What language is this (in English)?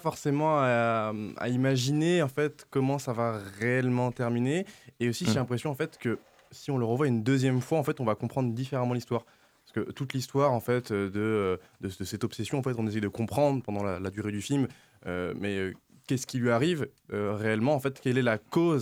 French